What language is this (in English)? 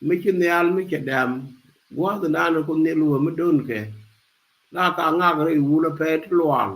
Nuer